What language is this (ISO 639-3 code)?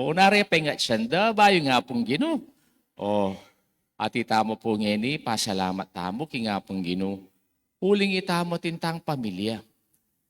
pam